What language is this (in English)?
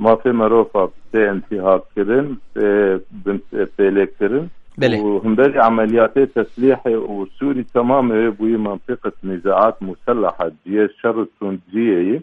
Kurdish